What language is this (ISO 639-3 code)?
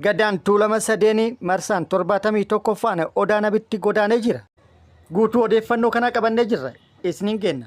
orm